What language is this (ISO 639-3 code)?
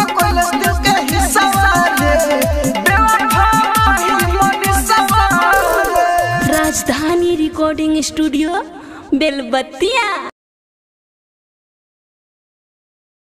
bho